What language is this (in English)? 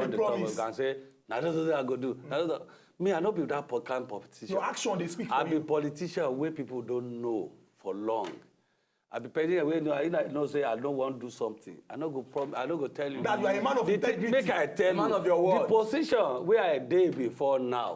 Nigerian Pidgin